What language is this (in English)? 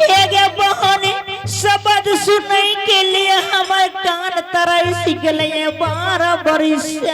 Angika